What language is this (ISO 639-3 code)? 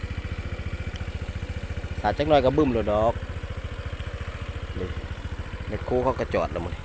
lao